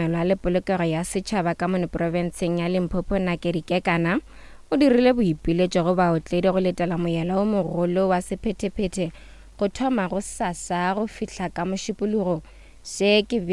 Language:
Northern Sotho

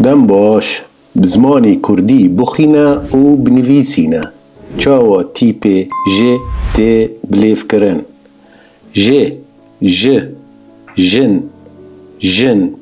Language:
Kurdish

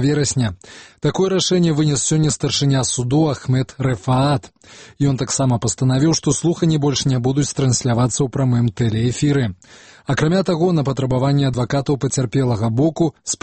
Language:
Belarusian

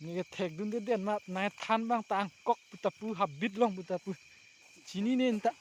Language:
Karbi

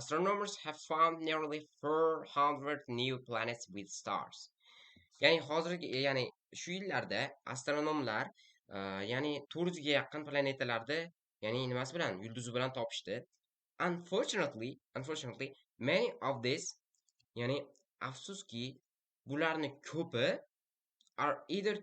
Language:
Uzbek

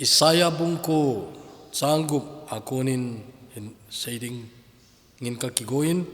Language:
Thado Chin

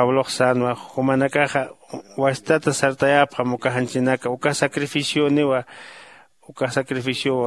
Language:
Aymara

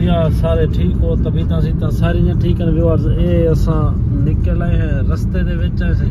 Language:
Saraiki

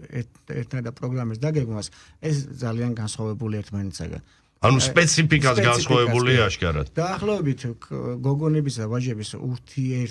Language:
Georgian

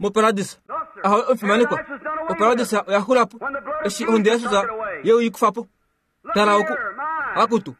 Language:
Kuanyama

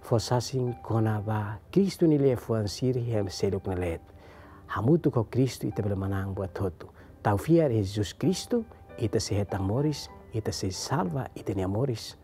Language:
Tetum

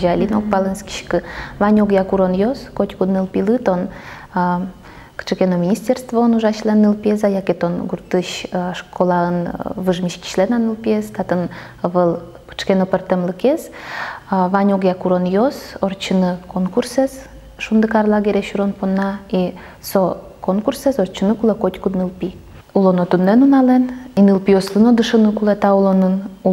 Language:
Udmurt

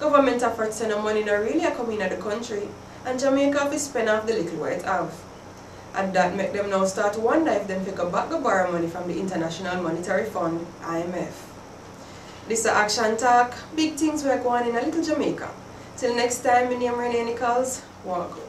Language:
Jamaican Creole English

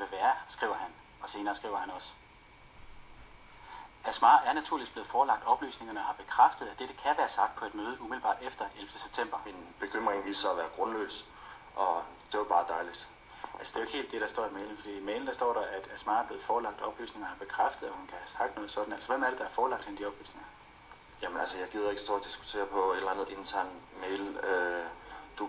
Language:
Danish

